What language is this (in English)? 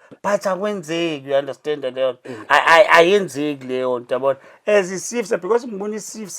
Zulu